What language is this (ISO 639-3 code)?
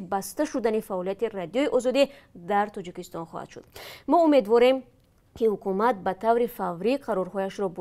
tgk